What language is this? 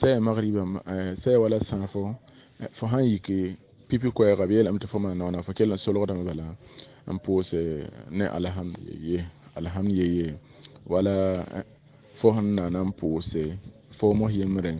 Mossi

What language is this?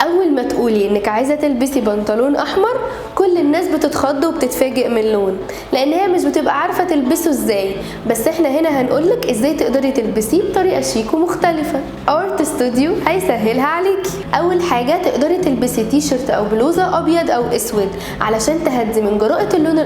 Egyptian Arabic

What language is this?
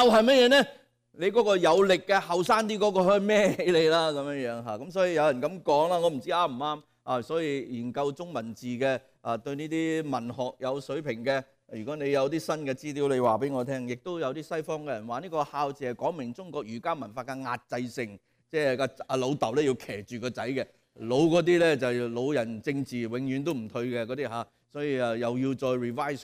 Cantonese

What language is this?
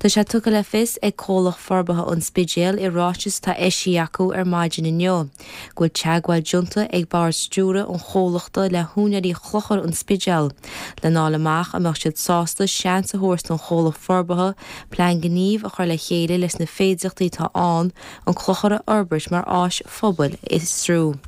Irish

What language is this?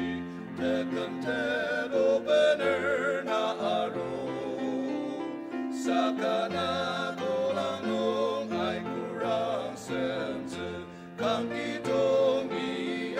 Ao Naga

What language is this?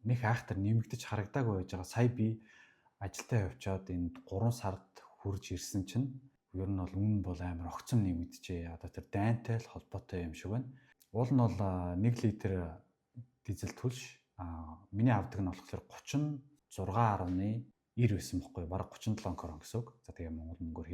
Mongolian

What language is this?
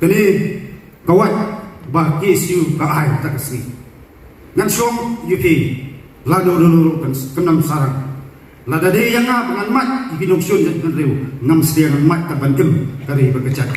Khasi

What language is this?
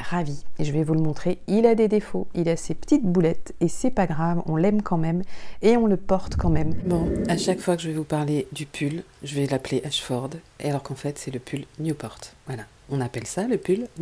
French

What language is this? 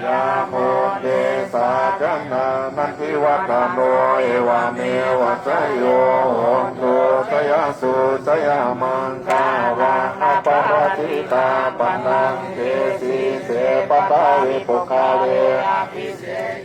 Pali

